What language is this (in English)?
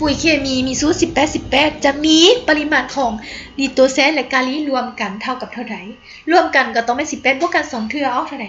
Lao